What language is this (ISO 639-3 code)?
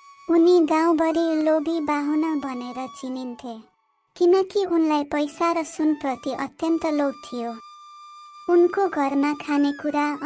nep